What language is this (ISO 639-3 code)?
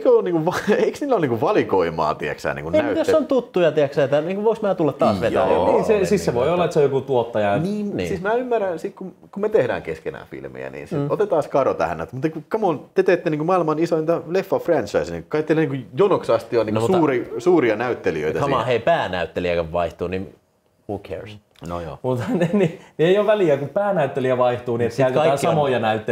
fin